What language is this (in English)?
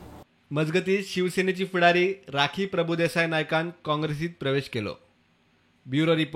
Konkani